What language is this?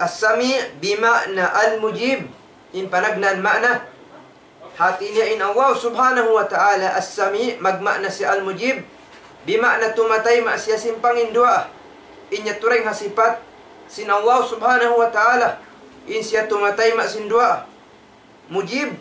Tausug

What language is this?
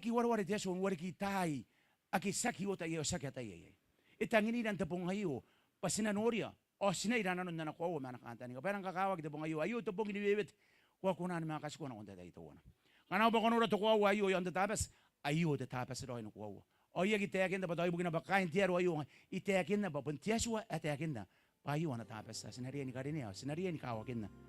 Gilbertese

